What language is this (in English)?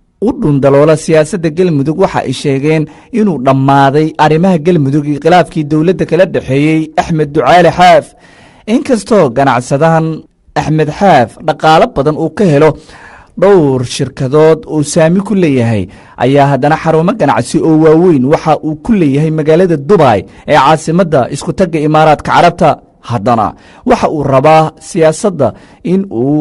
Somali